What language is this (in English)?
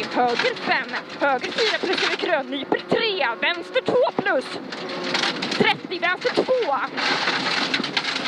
Swedish